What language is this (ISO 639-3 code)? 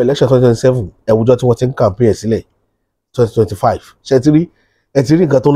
yor